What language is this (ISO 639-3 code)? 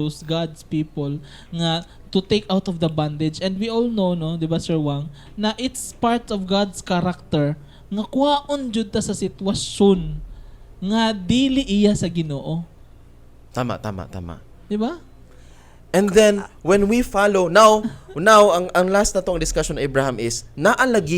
ceb